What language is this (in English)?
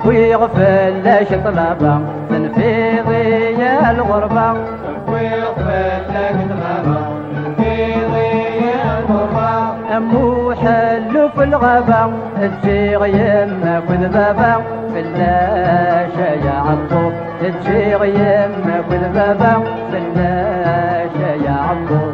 Kabyle